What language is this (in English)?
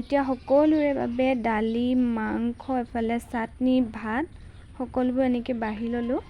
Assamese